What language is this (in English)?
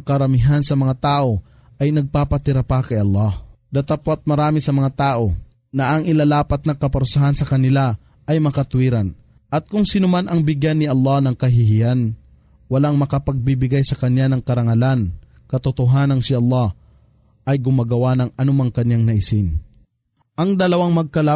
Filipino